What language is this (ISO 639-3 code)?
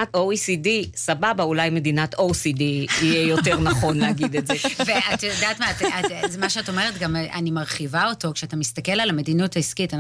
heb